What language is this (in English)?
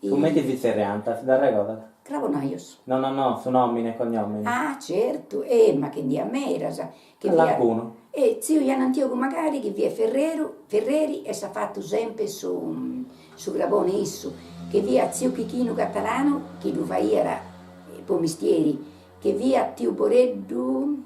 Sardinian